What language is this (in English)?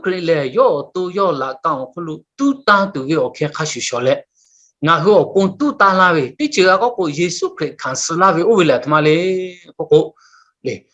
Lahu